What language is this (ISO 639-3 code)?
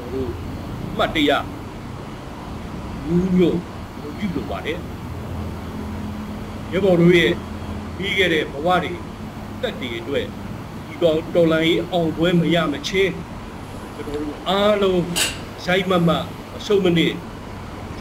mya